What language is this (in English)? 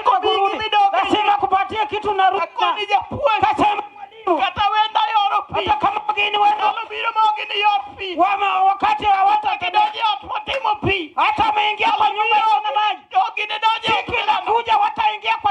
Luo (Kenya and Tanzania)